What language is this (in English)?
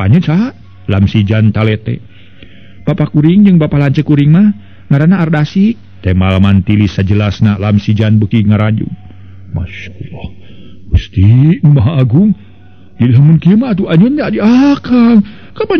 Sundanese